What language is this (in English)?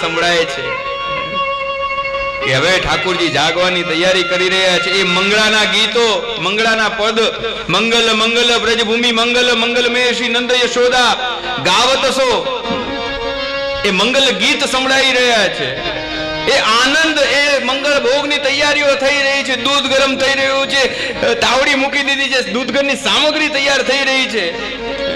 Gujarati